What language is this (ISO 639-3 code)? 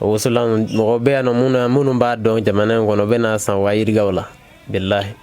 bam